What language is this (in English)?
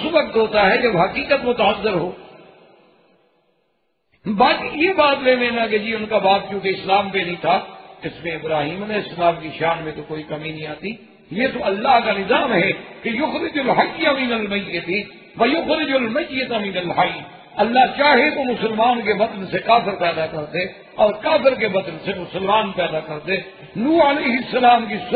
Urdu